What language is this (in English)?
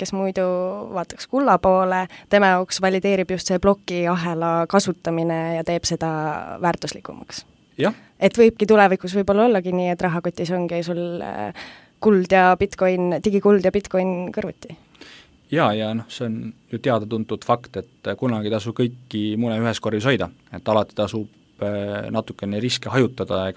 Estonian